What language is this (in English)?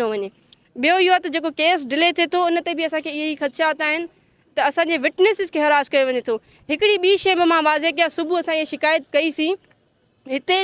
Sindhi